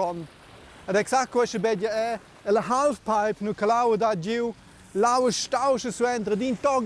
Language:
Romansh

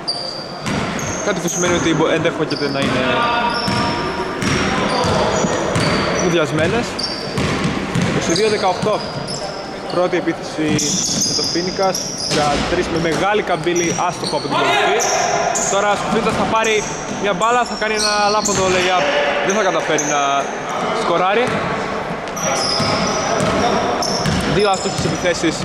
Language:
Greek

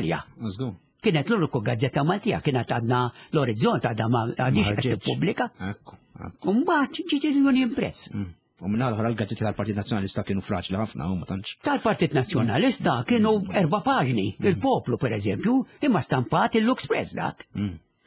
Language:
Maltese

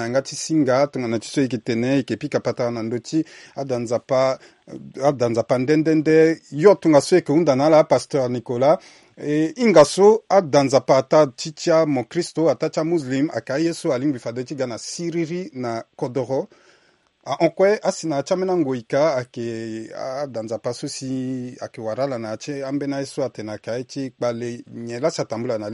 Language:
Sango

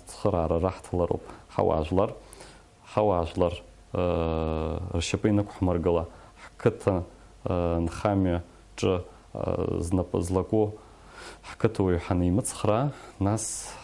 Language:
Abkhazian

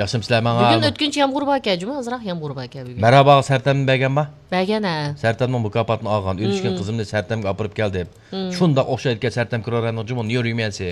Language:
Uyghur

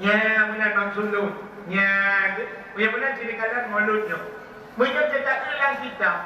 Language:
Achinese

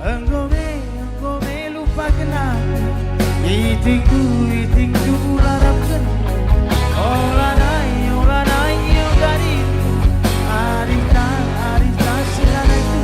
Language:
Batak Karo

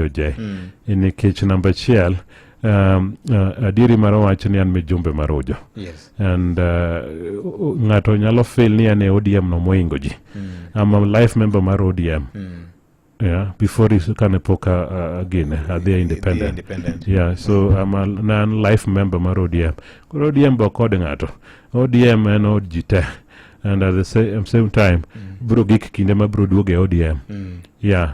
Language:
Luo (Kenya and Tanzania)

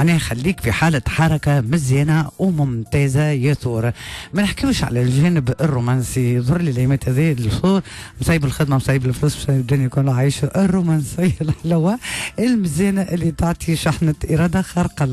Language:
Tunisian Arabic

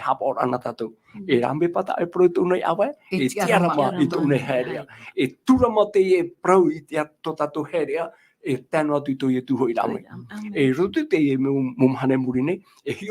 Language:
Tahitian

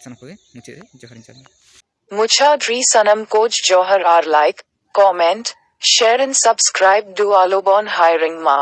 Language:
Santali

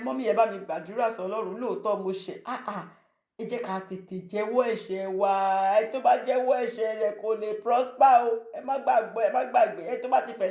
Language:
Yoruba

